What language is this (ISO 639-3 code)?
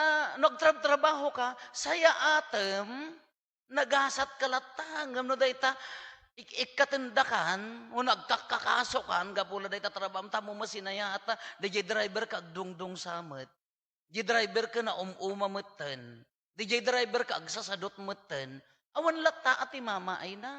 ilo